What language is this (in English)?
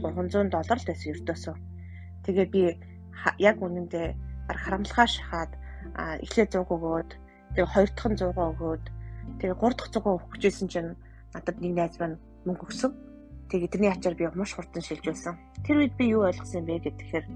Mongolian